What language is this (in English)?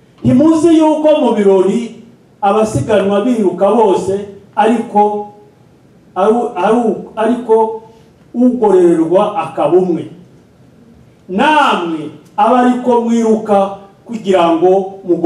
Kinyarwanda